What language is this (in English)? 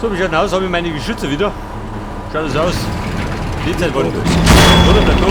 Bavarian